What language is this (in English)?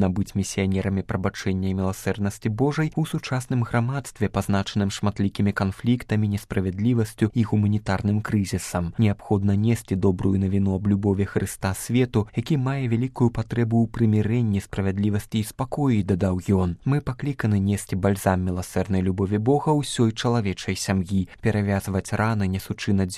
Belarusian